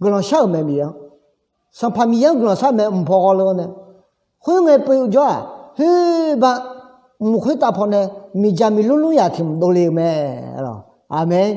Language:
Akha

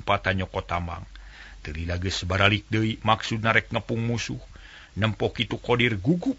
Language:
Sundanese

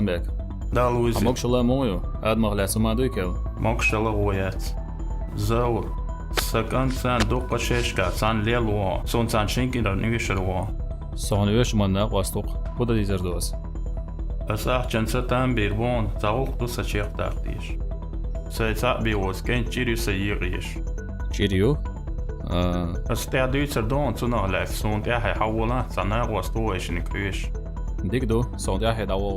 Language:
Chechen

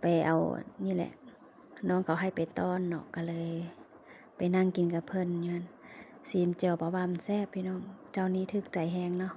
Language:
Lao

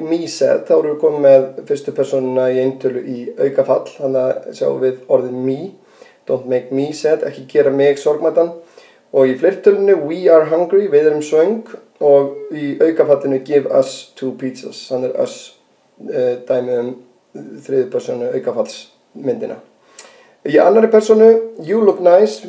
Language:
Icelandic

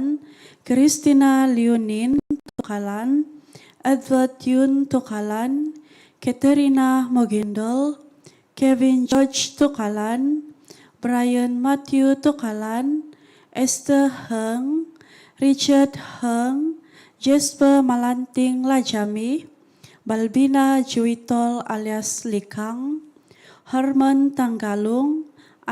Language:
Central Dusun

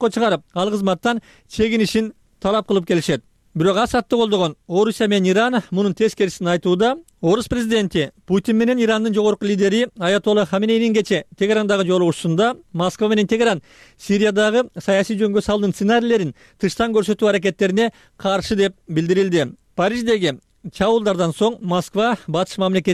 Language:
Kyrgyz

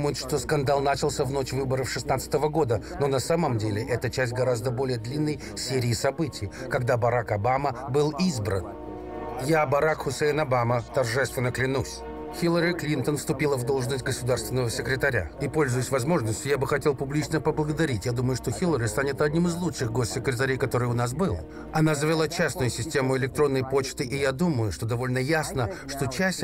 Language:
Russian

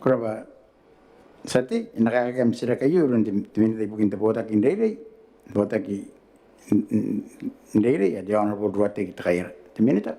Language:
Gilbertese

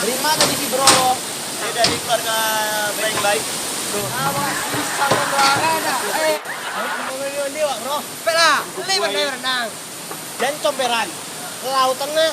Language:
Minangkabau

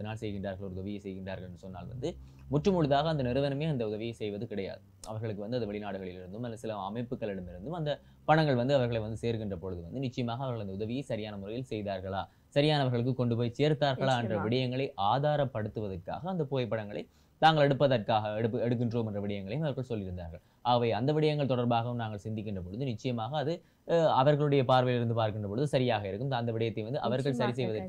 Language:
Tamil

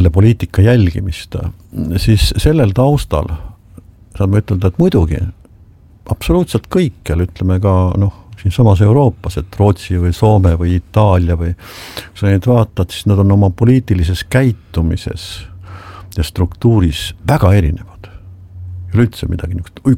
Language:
Estonian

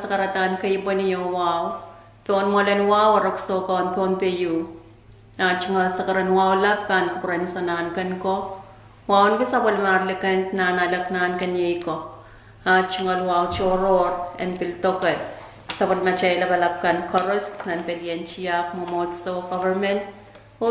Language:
Pohnpeian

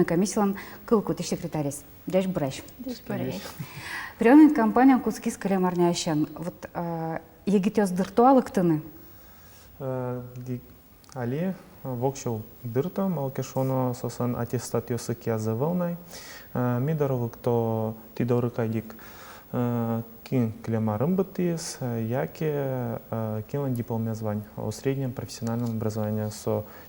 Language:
Udmurt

